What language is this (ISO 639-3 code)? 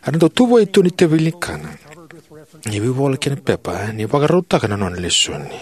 fij